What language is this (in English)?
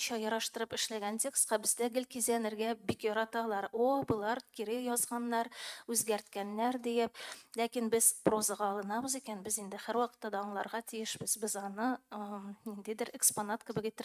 Tatar